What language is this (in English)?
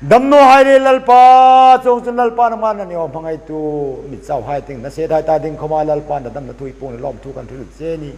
Hmar